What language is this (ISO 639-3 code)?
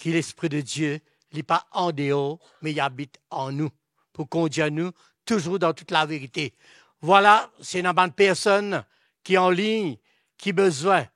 mfe